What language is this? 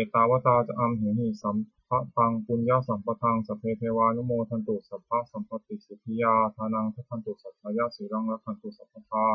Pali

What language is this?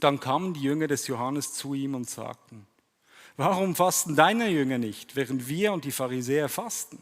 Swiss German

